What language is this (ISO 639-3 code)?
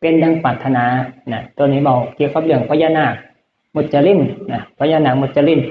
tts